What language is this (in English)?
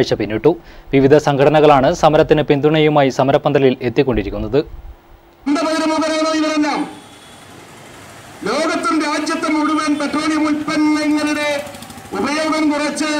Malayalam